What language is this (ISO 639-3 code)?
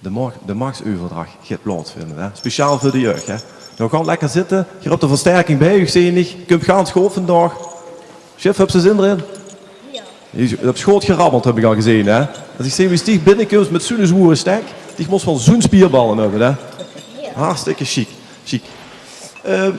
lim